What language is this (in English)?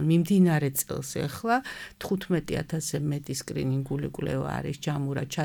Georgian